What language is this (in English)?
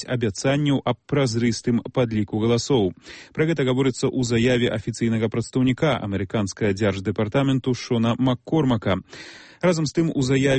Belarusian